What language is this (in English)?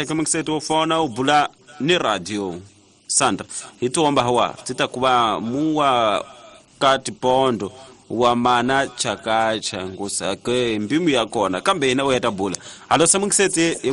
Tsonga